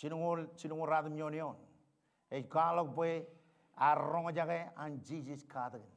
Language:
Marshallese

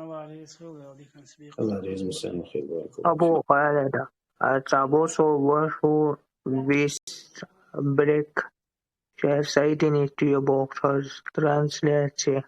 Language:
Chechen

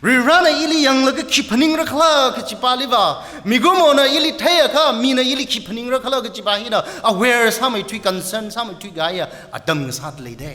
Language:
Tangkhul Naga (India)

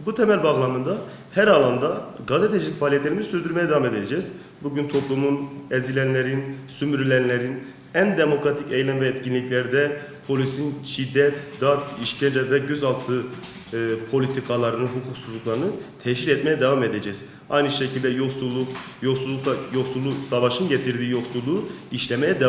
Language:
Turkish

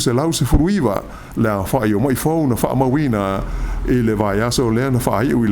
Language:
Samoan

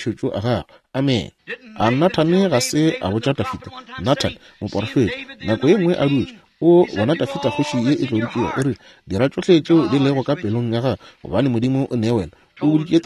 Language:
Northern Sotho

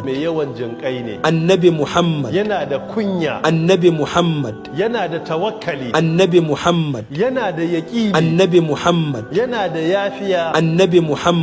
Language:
Hausa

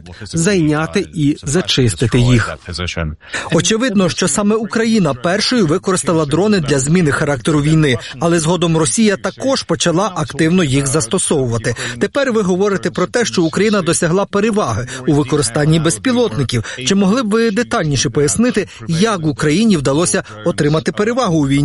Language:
Ukrainian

